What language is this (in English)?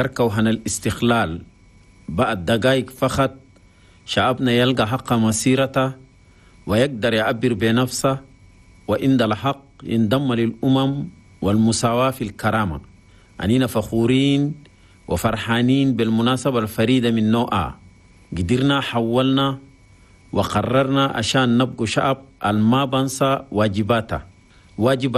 Chadian Arabic